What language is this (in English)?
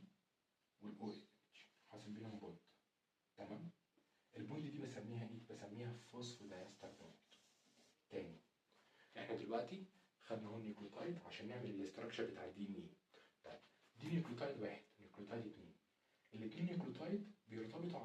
Egyptian Arabic